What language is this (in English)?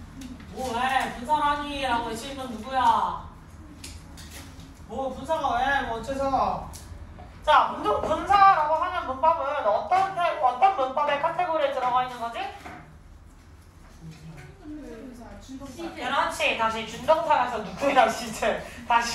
Korean